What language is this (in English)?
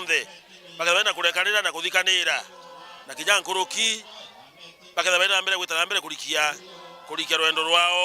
Meru